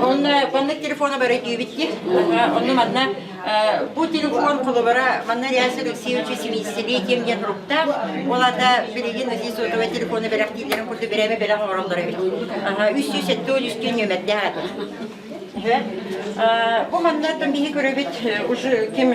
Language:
Yakut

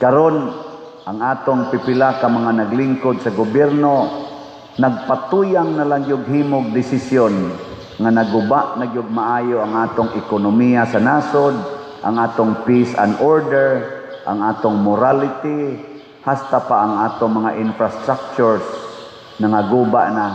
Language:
Cebuano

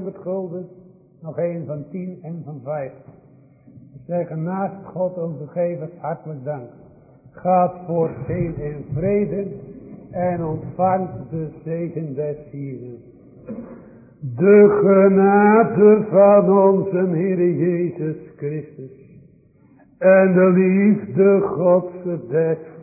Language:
Dutch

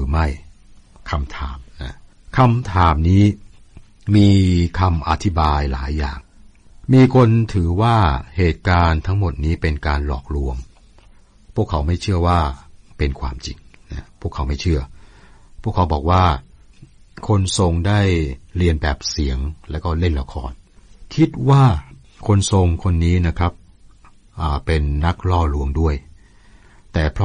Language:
Thai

